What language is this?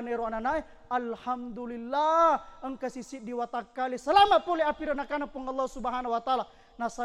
Buginese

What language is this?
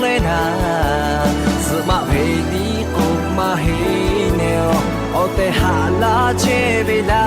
Lahu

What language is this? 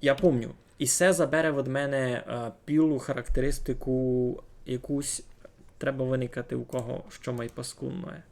Rusyn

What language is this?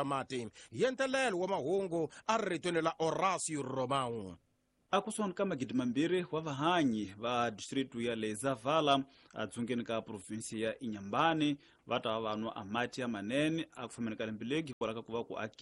Tsonga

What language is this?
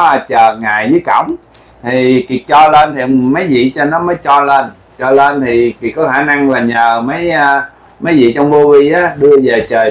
Vietnamese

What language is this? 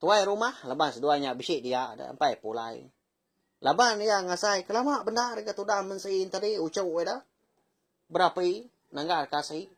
Iban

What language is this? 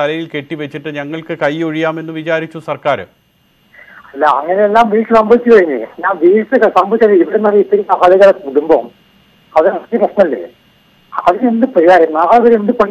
Malayalam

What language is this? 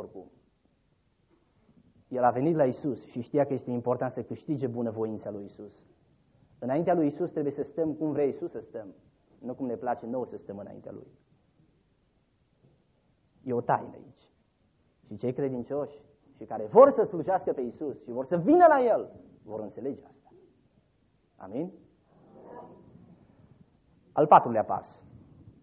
Romanian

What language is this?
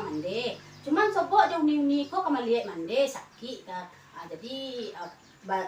Minangkabau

